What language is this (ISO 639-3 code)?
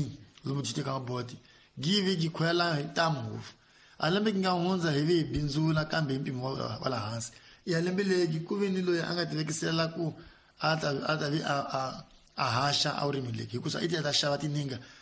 tso